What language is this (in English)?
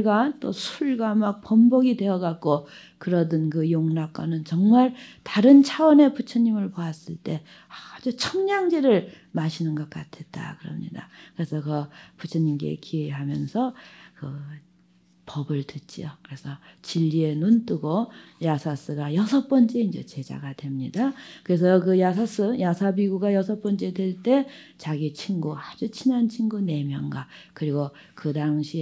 Korean